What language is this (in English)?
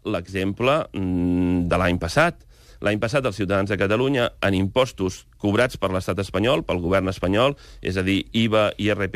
Catalan